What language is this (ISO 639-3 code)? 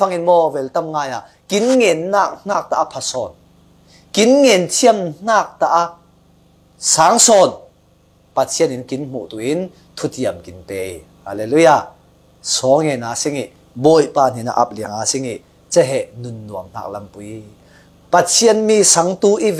cfm